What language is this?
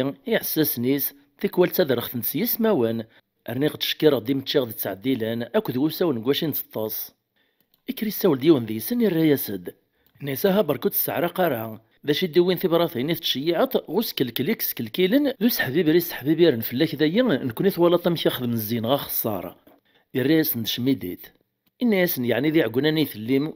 Kabyle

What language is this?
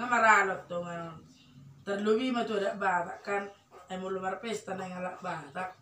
Batak Toba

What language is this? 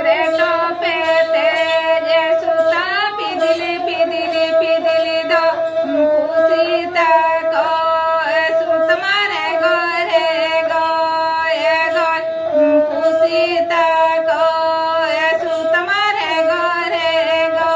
Santali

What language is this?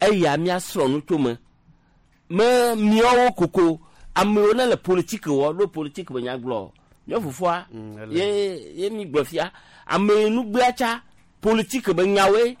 Gen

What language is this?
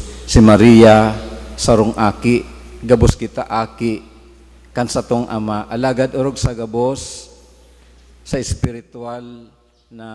Bikol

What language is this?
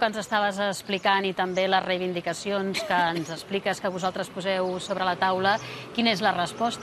Catalan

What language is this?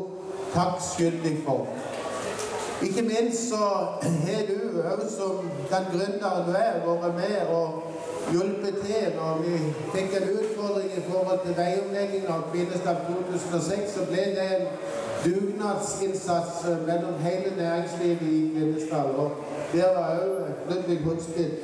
Norwegian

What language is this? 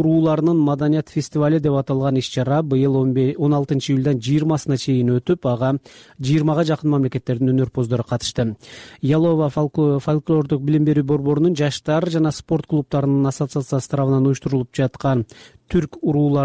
Kyrgyz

